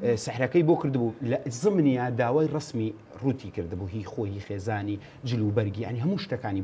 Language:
Central Kurdish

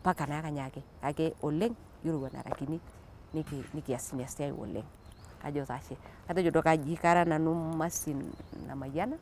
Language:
Masai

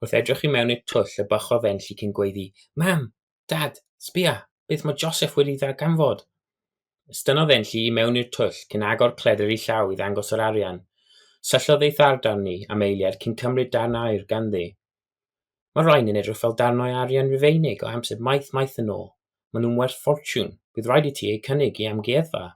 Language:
Welsh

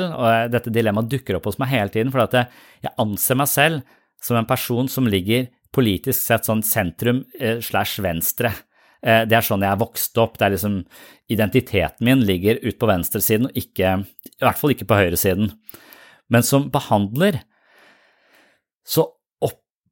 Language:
Norwegian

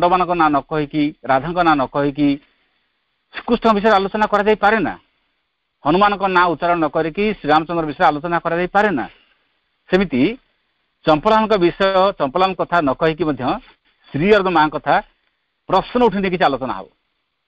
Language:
Odia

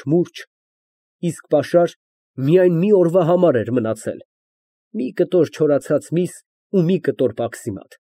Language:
Armenian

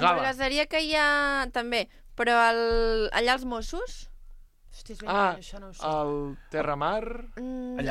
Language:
Catalan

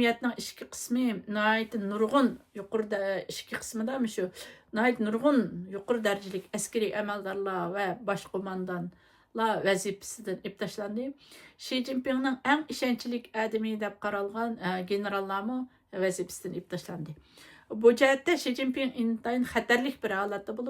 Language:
Uyghur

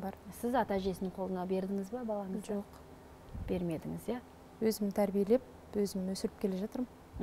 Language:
Kazakh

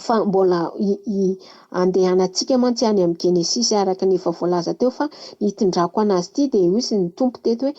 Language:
Malagasy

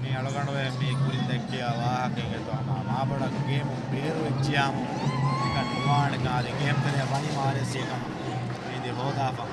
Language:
Divehi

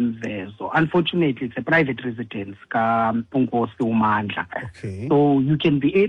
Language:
Xhosa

